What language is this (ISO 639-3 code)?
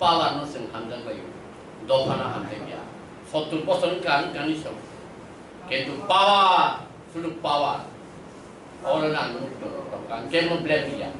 trp